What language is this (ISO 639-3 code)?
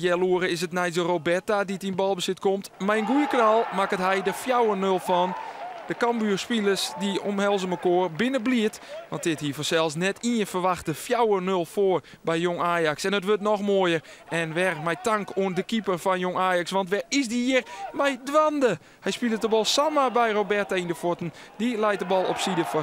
fry